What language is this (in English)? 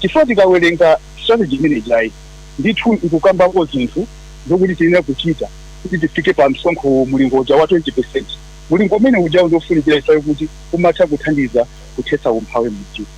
Nyanja